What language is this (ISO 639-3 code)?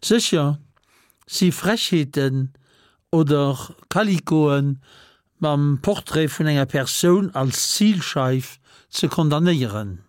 ltz